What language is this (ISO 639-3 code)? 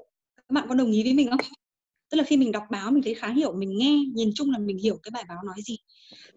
vie